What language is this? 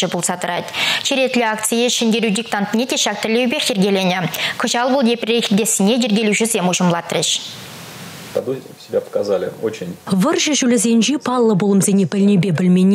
Chuvash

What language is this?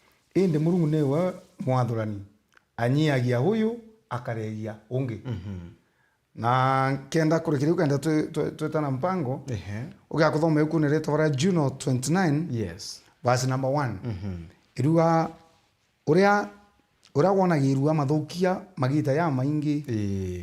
Meru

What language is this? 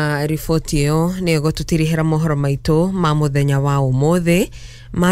Kikuyu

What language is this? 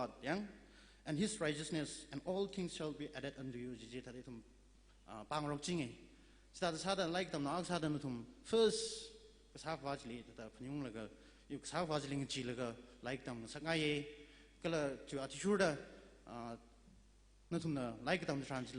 Tangkhul Naga (India)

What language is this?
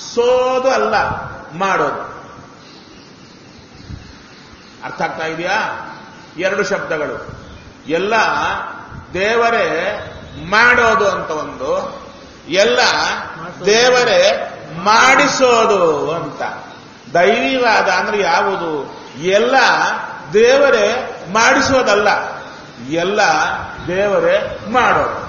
Kannada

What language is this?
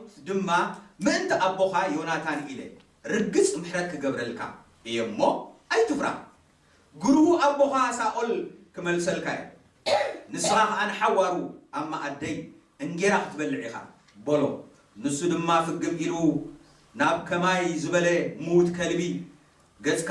Tigrinya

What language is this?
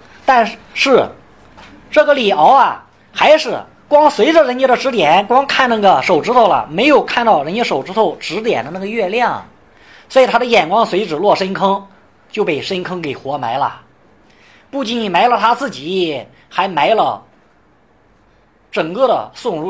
Chinese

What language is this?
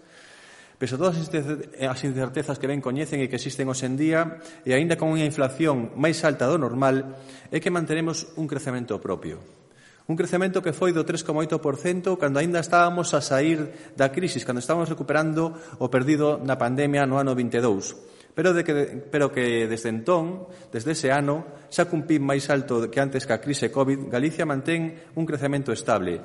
Galician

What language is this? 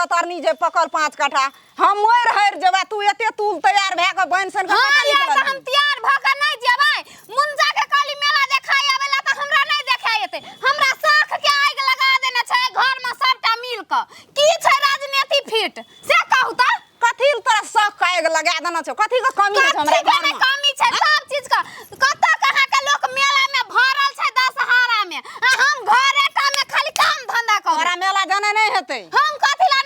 Maithili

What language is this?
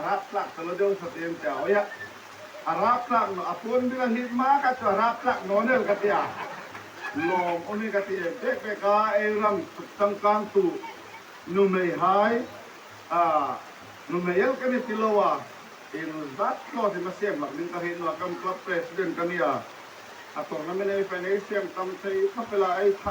Hmar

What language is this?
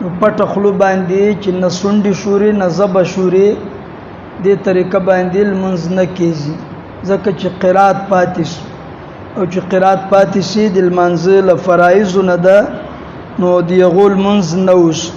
Pashto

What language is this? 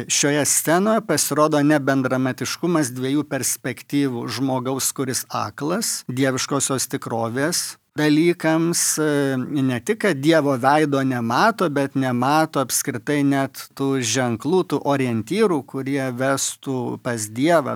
Lithuanian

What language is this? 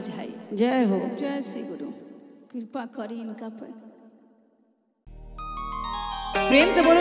Bhojpuri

